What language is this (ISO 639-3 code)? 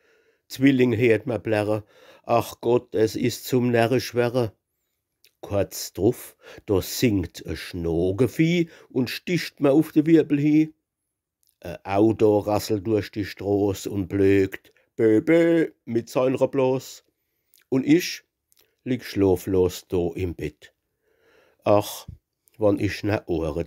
pfl